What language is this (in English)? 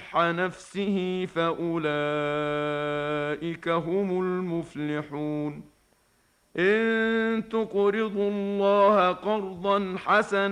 Arabic